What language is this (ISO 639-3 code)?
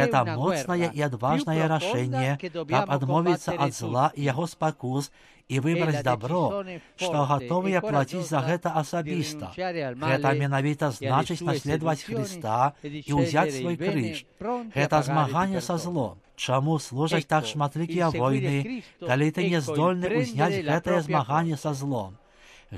bel